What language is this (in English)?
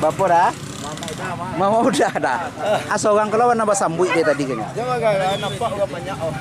Minangkabau